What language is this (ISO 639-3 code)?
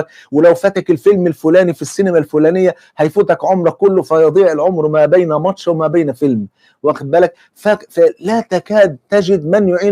arz